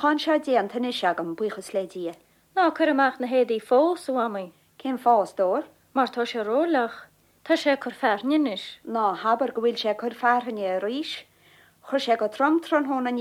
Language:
Irish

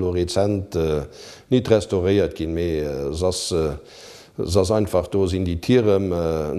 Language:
Luxembourgish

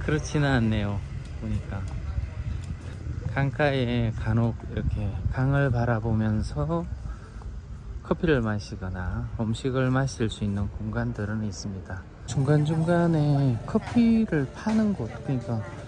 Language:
Korean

